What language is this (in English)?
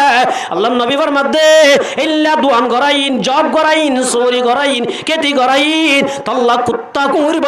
Rohingya